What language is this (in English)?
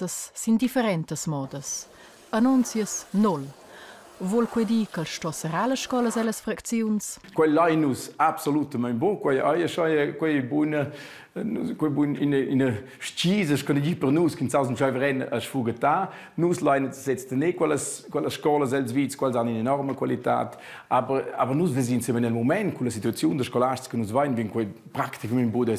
Romansh